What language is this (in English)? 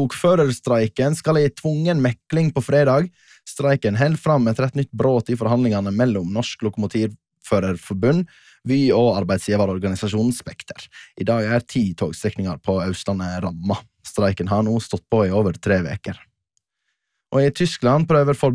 Norwegian